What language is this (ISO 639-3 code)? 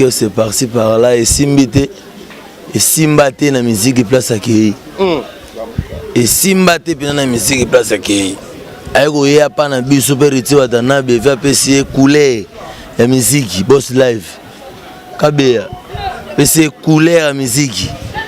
lin